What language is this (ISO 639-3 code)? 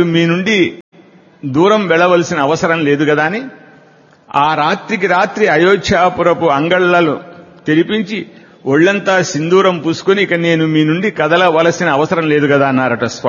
tel